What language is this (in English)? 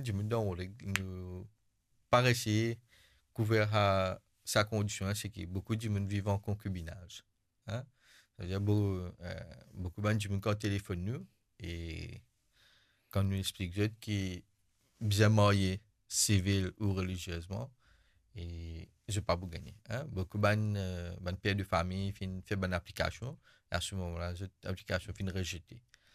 Morisyen